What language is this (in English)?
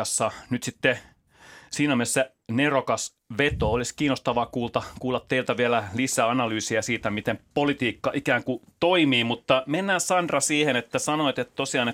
Finnish